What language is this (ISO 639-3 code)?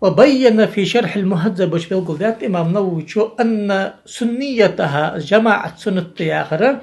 inh